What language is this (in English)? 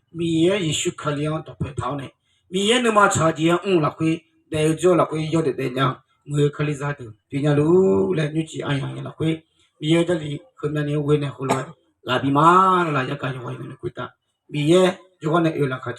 Akha